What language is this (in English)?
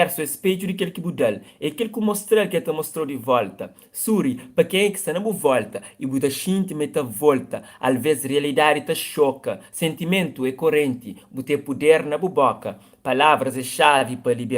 Kabuverdianu